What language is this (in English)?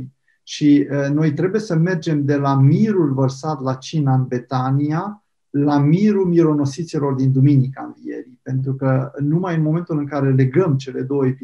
Romanian